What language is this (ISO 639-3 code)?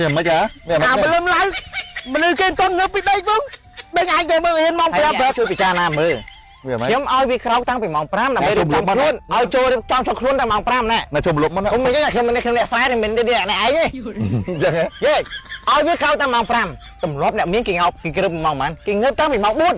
khm